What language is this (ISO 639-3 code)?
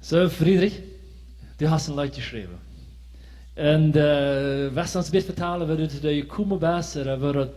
pdt